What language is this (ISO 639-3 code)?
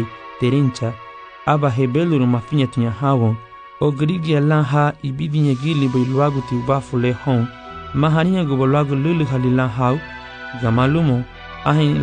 cab